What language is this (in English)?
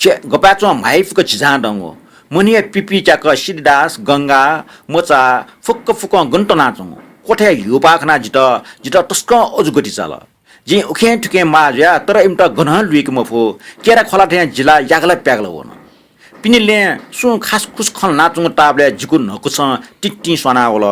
Newari